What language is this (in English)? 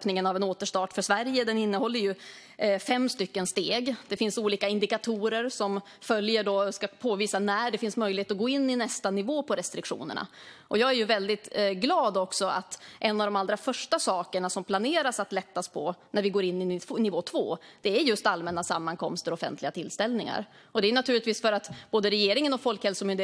Swedish